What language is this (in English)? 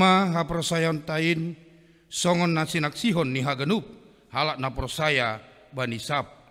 Batak Simalungun